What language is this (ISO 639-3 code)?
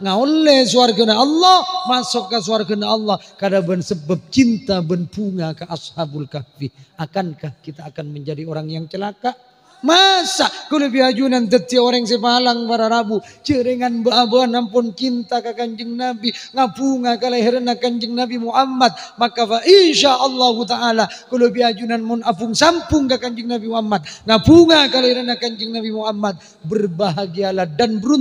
mad